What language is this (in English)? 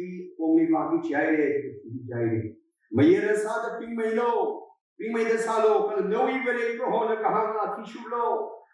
Tangkhul Naga (India)